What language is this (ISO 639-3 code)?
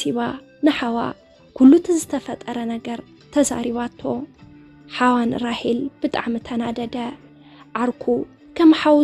tir